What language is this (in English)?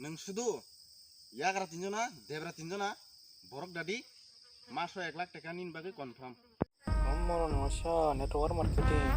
Kok Borok